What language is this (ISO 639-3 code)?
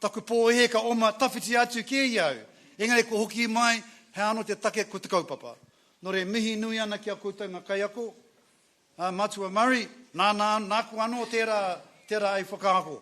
mri